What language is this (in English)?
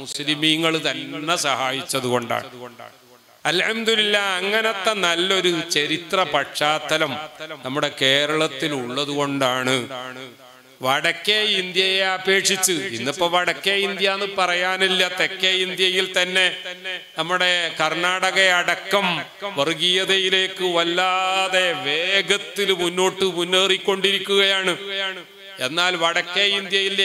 Malayalam